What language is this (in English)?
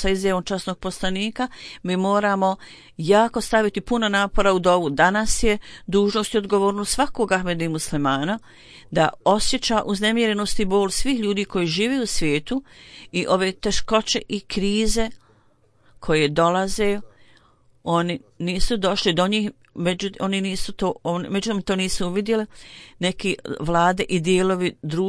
Bosnian